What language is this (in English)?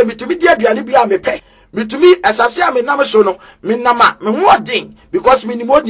Akan